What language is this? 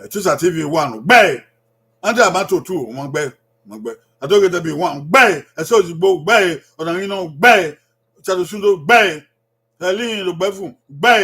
Bini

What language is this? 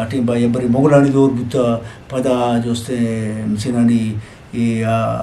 Eastern Balochi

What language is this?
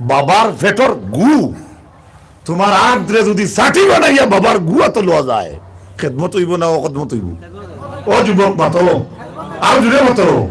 Sylheti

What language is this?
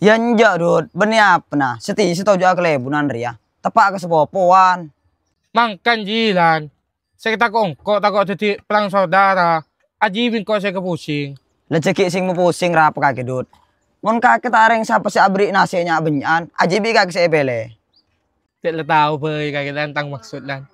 Madurese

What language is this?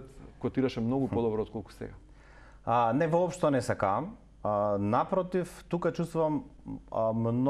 Macedonian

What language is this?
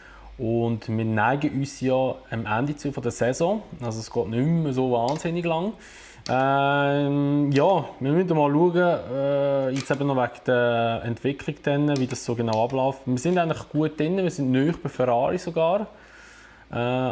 Swiss German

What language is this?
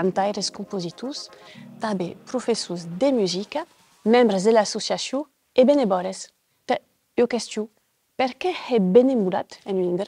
Occitan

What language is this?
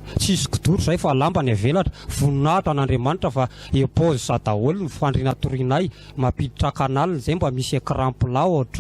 Malagasy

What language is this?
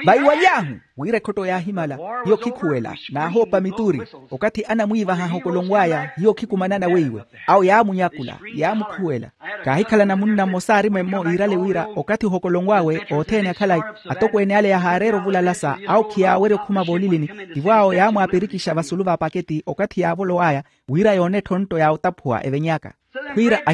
Makhuwa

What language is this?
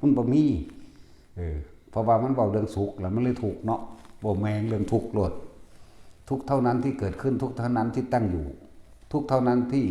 Northeastern Thai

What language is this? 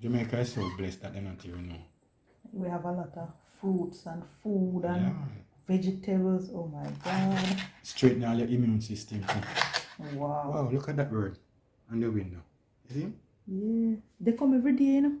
Jamaican Creole English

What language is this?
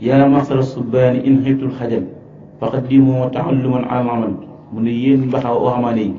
Wolof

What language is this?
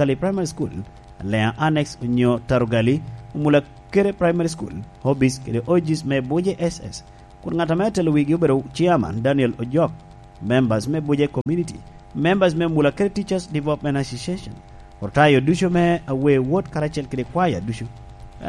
Lango (Uganda)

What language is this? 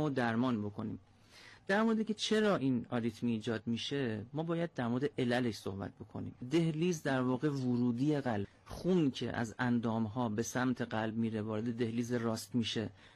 Persian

